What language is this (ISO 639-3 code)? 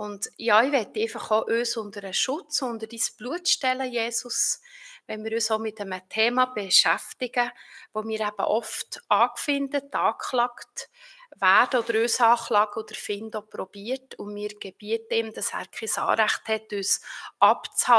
gsw